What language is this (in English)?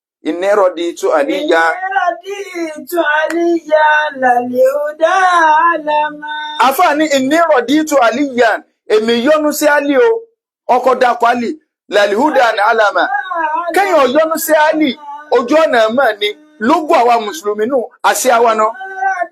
Yoruba